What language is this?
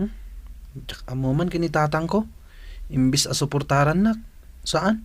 Iloko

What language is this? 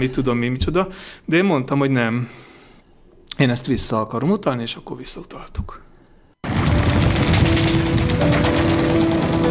Hungarian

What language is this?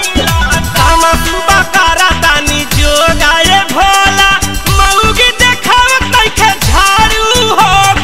Bhojpuri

